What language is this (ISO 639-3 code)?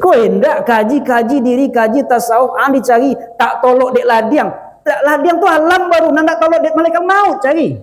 min